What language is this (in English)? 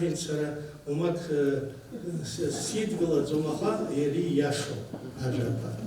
Abkhazian